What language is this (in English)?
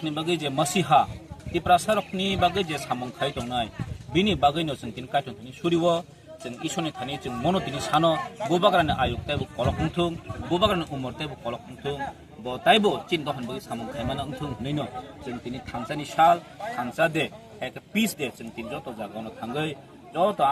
Kok Borok